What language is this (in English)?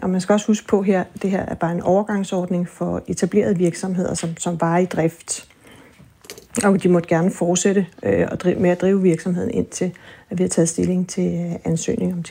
Danish